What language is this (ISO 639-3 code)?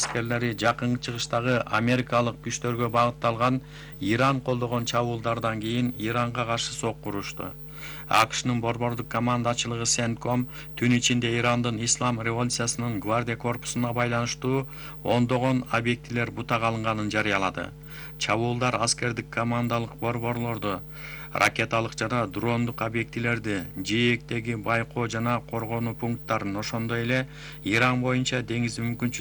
kir